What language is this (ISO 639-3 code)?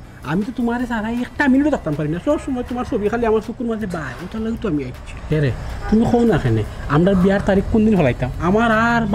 syl